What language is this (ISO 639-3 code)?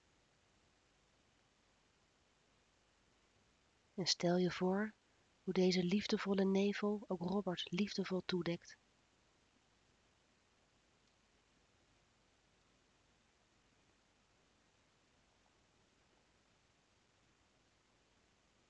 nld